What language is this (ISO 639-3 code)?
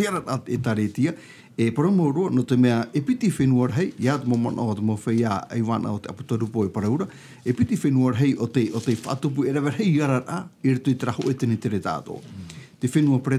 tah